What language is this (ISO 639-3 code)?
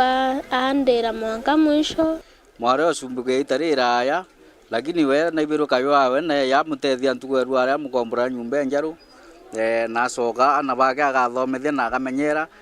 mer